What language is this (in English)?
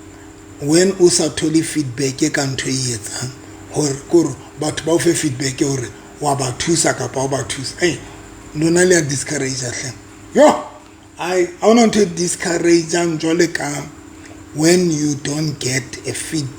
Southern Sotho